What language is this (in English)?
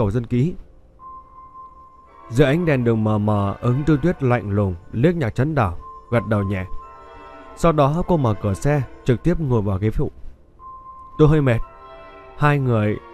Vietnamese